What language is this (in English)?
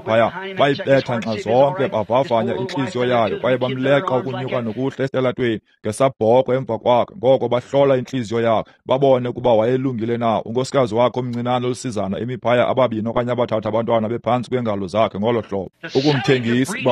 Xhosa